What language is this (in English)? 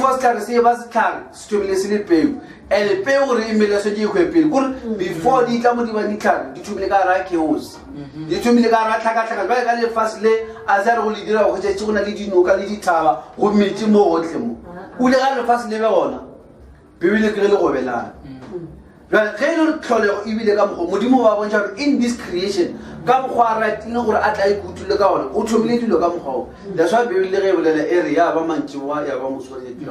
Northern Sotho